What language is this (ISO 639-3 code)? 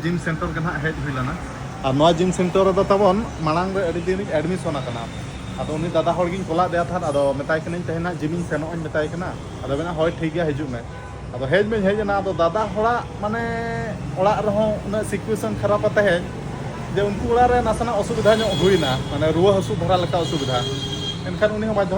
sat